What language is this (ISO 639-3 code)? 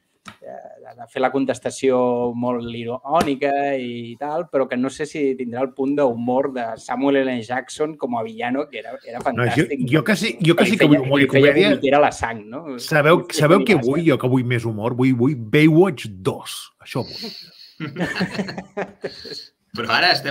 cat